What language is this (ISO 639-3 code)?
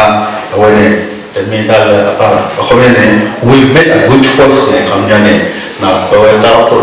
ksw